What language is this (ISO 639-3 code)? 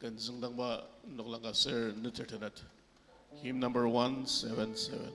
njo